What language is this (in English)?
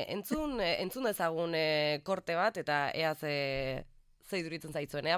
Basque